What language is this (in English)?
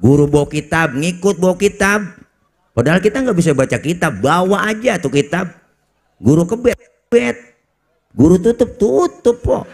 Betawi